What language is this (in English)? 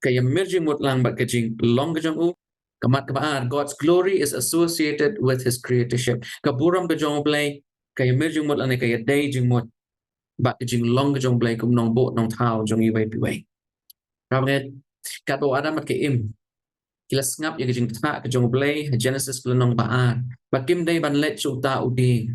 Khasi